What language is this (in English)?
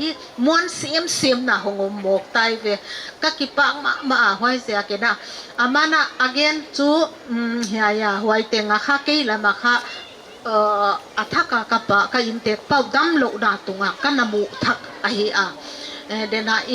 Paite Chin